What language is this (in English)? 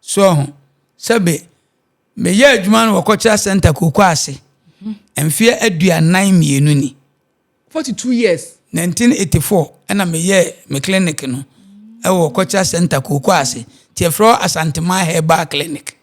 Akan